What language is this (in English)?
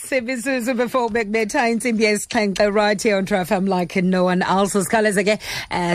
Xhosa